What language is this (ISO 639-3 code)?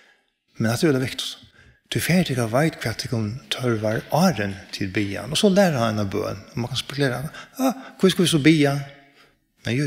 fao